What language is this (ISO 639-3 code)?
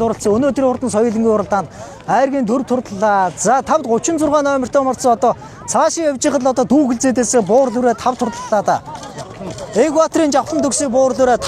mon